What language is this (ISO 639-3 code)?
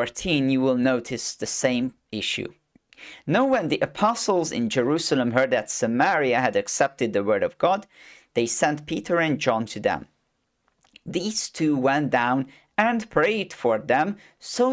eng